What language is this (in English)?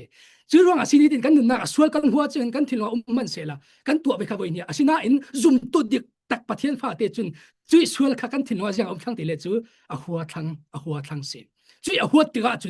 Falam Chin